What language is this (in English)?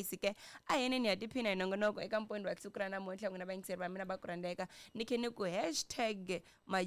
Tsonga